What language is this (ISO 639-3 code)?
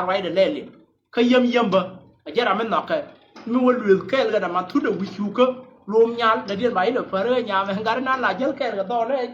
nus